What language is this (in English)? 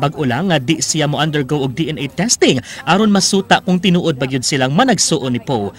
Cebuano